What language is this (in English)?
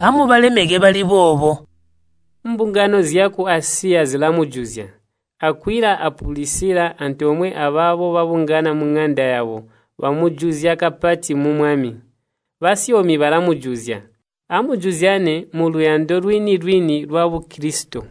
Tonga (Zambia)